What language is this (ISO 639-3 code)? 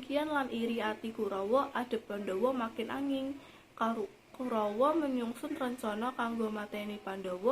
jav